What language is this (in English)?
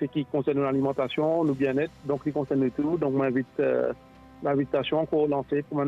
Morisyen